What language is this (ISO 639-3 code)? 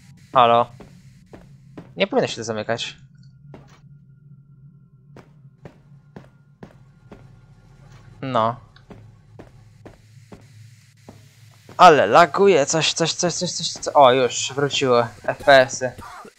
pol